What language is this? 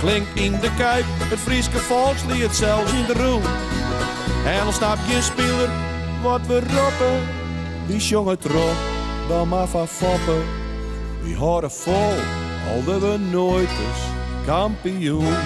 Western Frisian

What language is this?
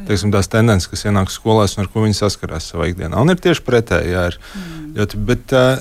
Latvian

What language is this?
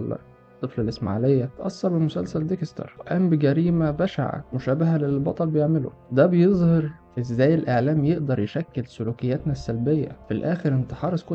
Egyptian Arabic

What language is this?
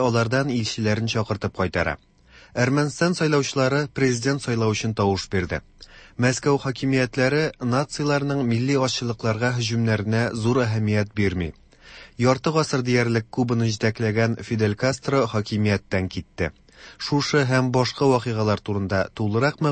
Tatar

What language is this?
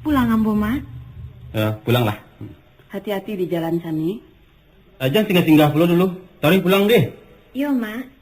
Minangkabau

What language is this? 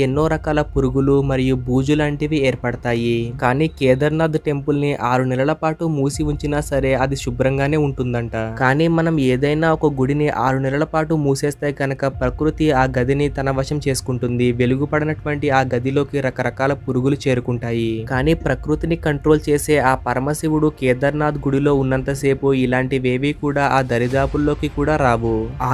Telugu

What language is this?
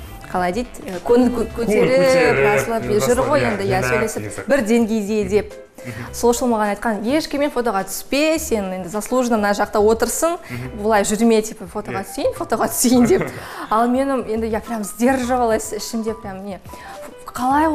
Kazakh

